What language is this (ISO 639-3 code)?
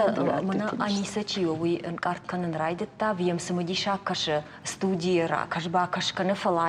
oss